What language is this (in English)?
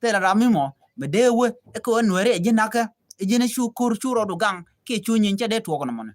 Nuer